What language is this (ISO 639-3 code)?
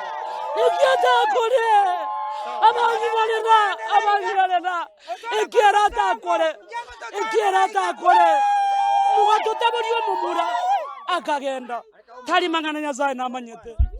guz